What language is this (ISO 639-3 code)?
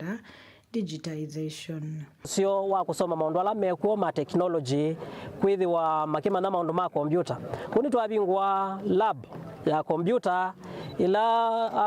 kam